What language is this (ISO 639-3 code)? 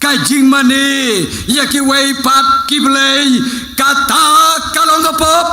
kha